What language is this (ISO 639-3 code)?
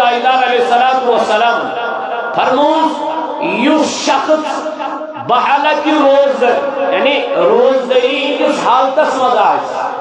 kas